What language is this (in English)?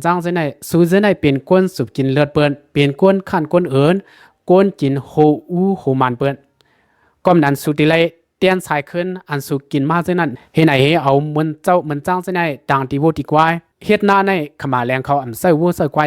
Lao